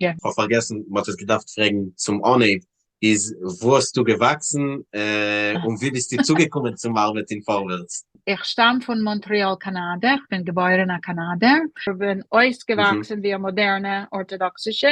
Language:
Yiddish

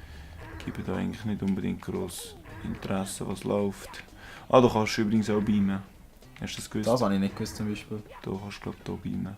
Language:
Swiss German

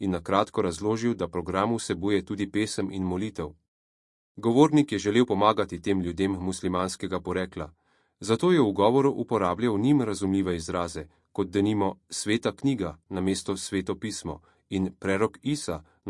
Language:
Slovenian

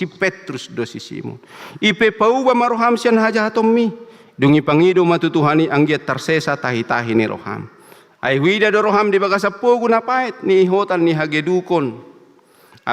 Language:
Batak Toba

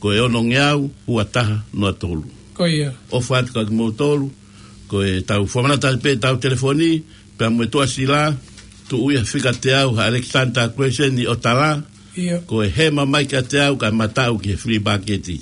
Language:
Tongan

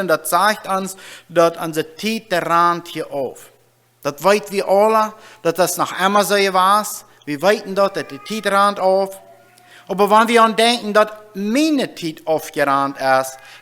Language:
Plautdietsch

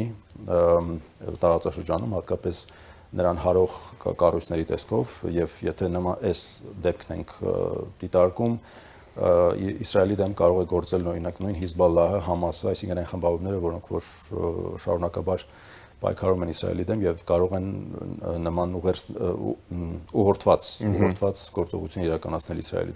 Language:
Armenian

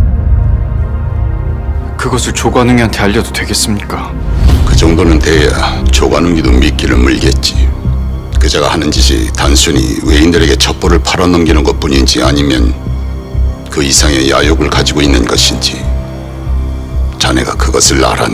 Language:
Korean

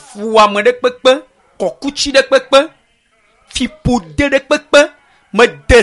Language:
Ewe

